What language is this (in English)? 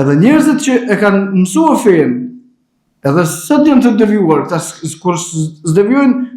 Albanian